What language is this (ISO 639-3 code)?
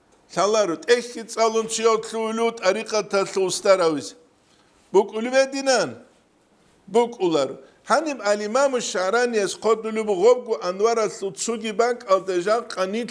ava